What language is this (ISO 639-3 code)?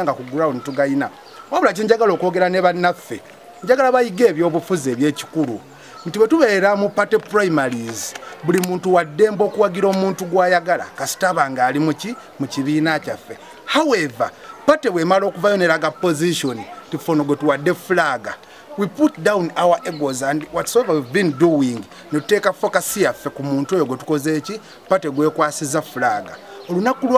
lug